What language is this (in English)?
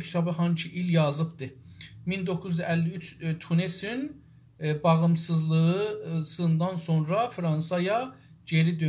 South Azerbaijani